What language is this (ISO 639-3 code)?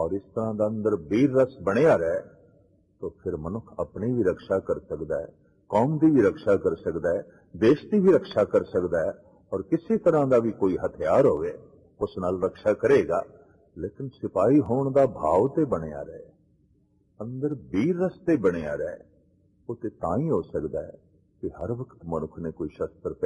pan